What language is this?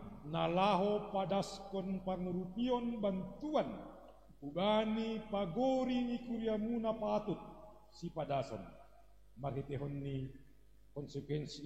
Batak Simalungun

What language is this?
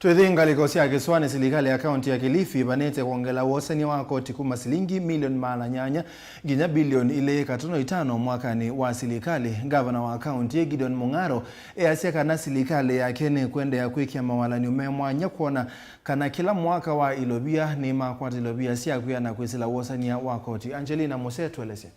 Kamba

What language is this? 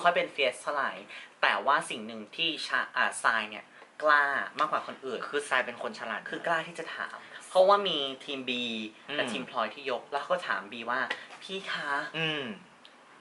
Thai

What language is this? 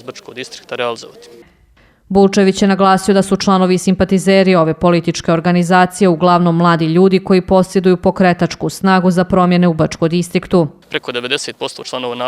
Bosnian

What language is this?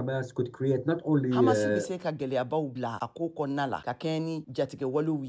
Bambara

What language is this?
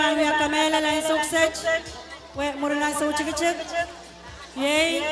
Pohnpeian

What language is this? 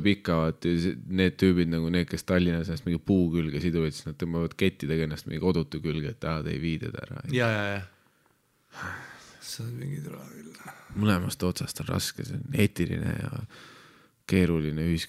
Estonian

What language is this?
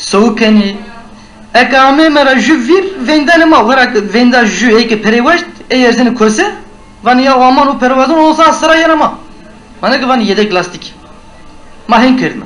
Zaza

